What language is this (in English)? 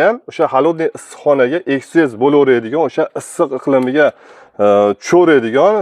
Uzbek